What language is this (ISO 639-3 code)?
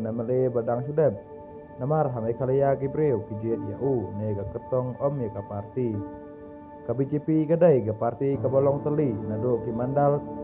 kha